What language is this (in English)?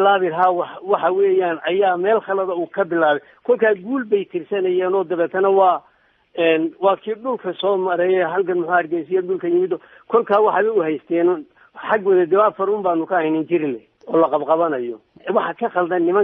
Somali